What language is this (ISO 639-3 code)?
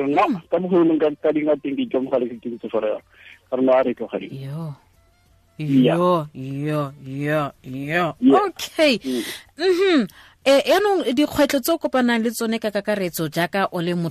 tsn